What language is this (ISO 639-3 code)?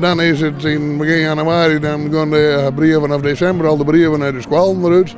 fry